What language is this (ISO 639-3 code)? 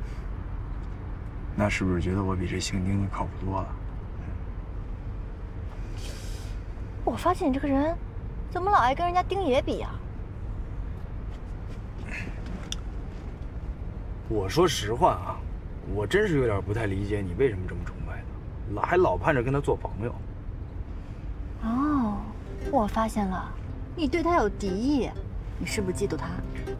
zho